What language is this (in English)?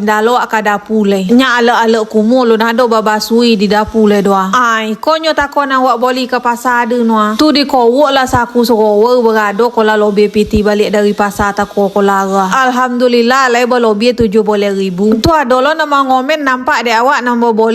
Minangkabau